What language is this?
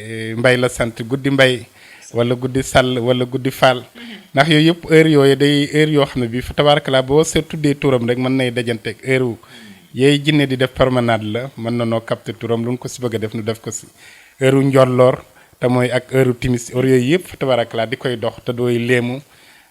Wolof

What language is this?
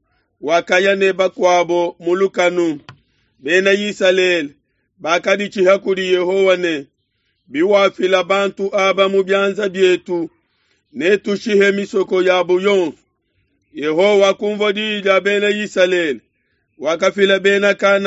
Luba-Lulua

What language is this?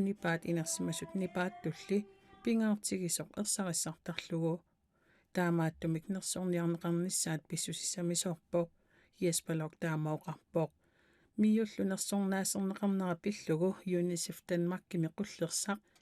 Kalaallisut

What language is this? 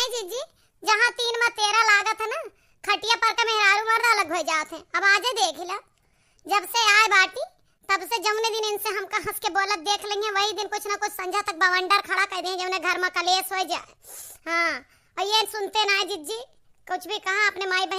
Awadhi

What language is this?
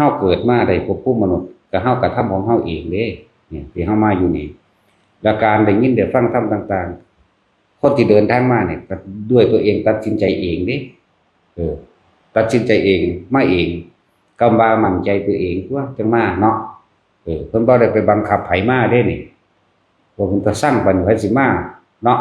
Northeastern Thai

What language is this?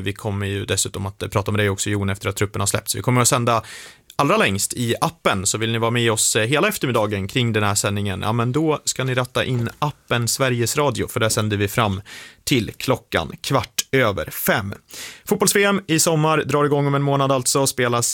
Swedish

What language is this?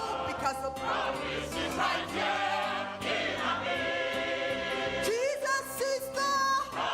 Ewe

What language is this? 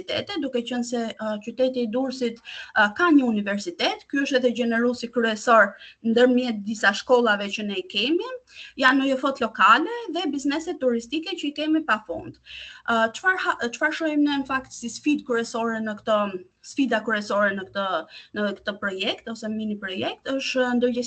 Albanian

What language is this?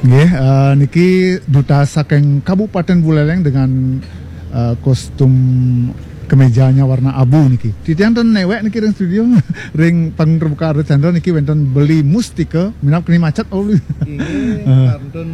Balinese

